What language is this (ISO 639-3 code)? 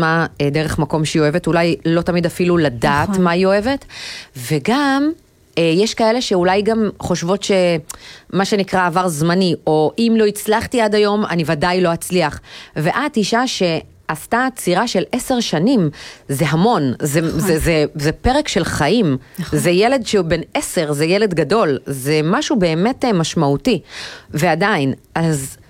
heb